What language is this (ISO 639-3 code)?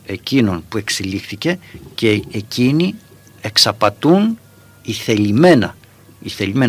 ell